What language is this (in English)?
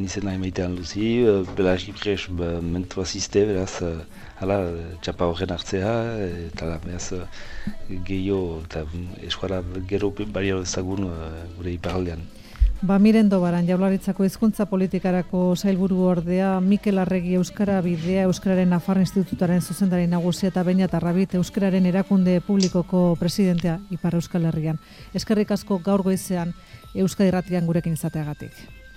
Basque